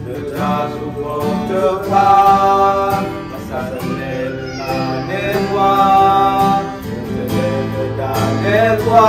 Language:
S'gaw Karen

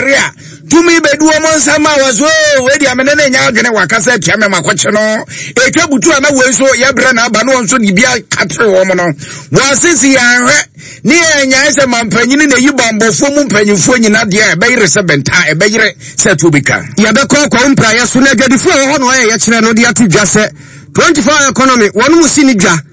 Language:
Akan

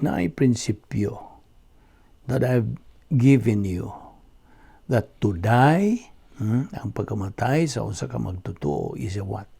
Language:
Cebuano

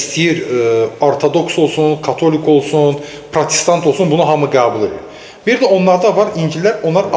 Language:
Azerbaijani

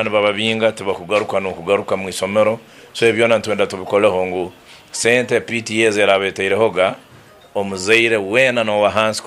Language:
Nyankole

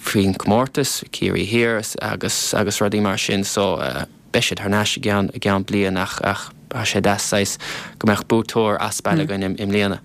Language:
Irish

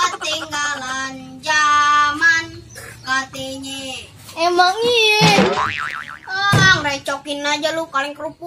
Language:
Betawi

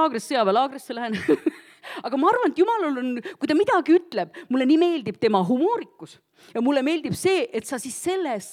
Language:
Estonian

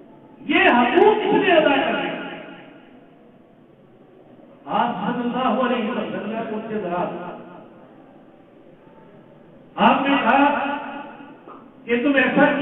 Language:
Urdu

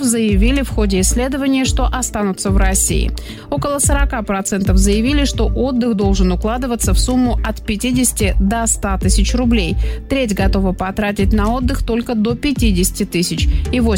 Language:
Russian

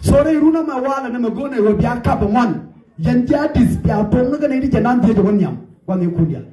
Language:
Nuer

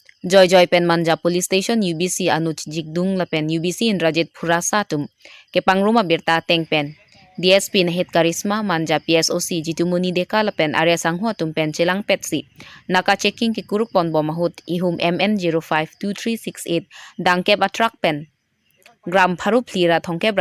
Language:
Karbi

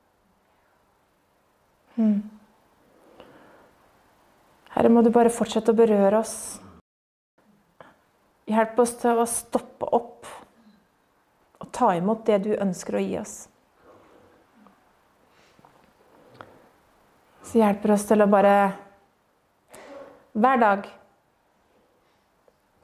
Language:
Norwegian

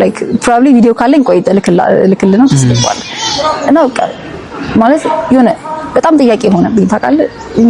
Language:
Amharic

